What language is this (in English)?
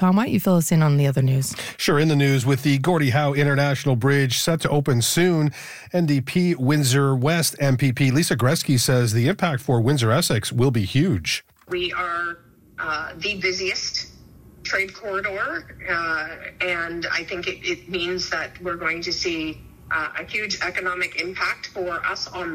English